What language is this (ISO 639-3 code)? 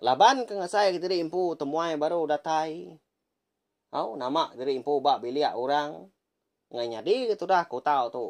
iba